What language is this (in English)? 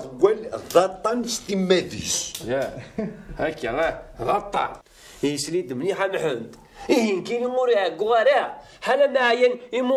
Kabyle